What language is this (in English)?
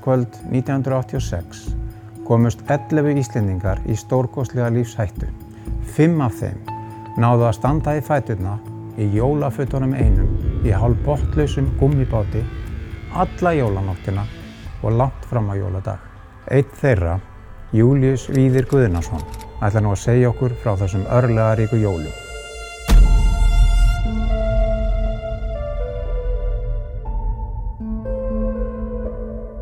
Icelandic